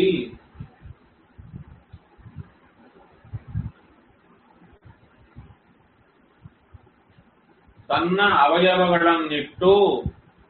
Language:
Kannada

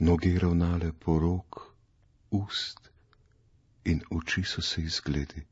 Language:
Slovenian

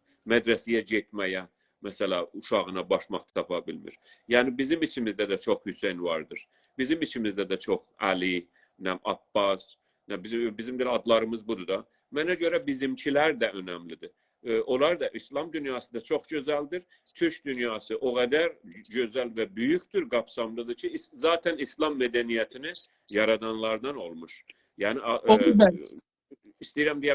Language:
South Azerbaijani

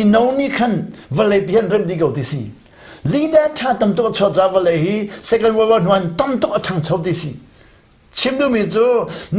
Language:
Hakha Chin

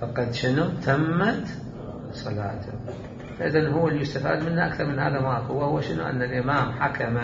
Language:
Mesopotamian Arabic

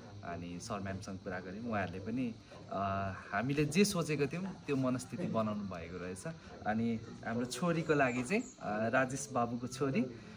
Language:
Nepali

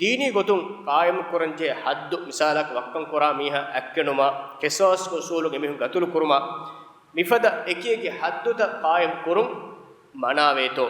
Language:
Divehi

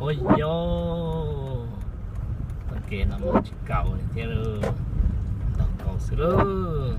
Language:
Hmong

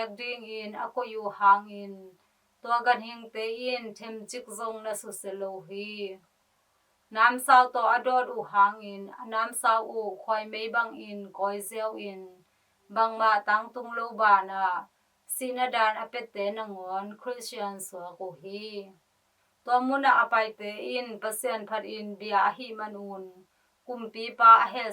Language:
Tedim Chin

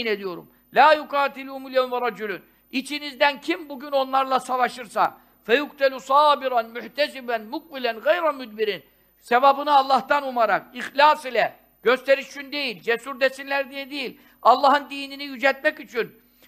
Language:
Turkish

